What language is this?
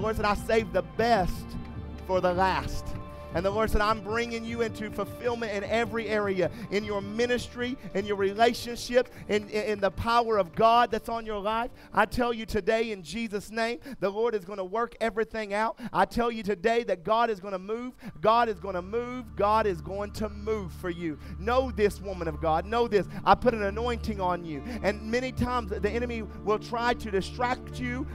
English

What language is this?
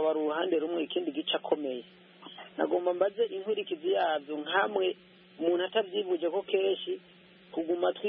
Kinyarwanda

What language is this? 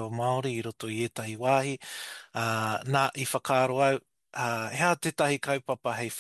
Māori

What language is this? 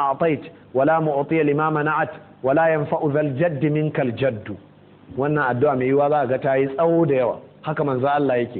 Hausa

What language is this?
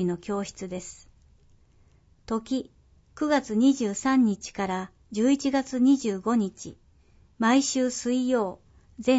Japanese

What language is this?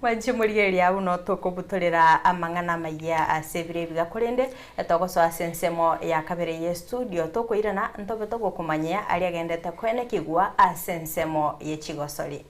Gusii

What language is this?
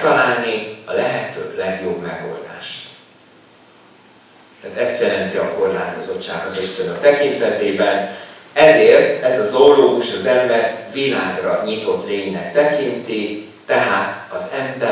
Hungarian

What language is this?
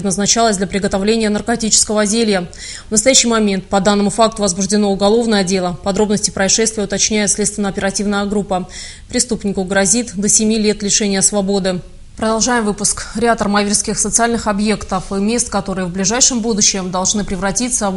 Russian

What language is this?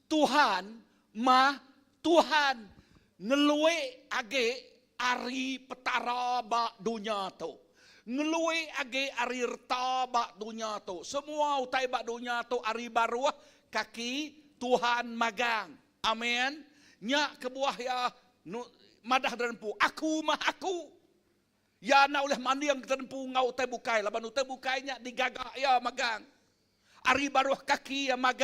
Iban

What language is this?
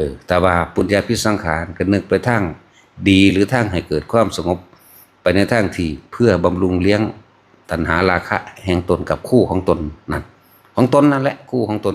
Northeastern Thai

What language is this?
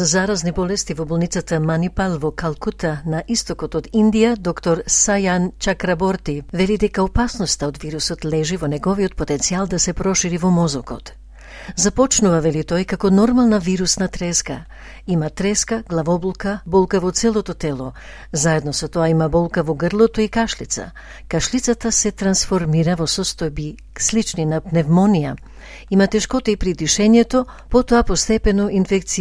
Macedonian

